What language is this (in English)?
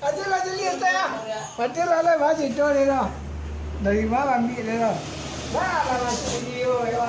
Minangkabau